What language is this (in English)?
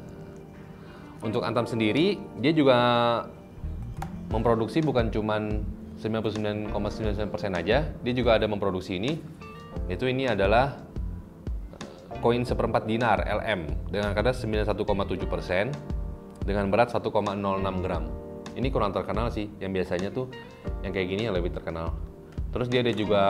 Indonesian